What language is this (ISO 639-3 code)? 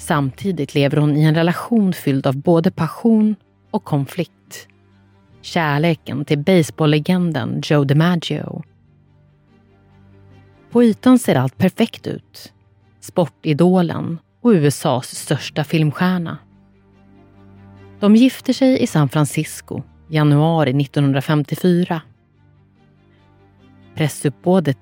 swe